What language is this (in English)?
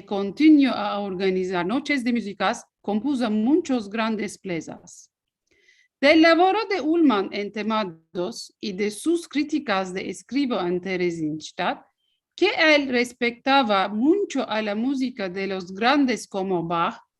Ladino